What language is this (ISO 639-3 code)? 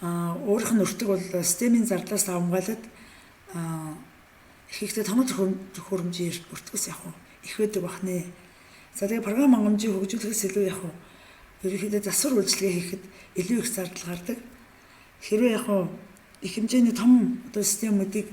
mon